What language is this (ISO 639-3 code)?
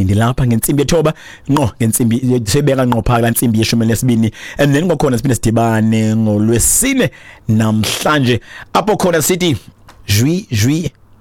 xho